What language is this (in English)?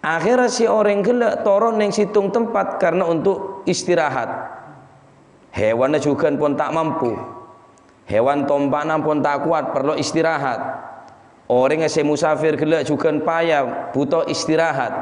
Madurese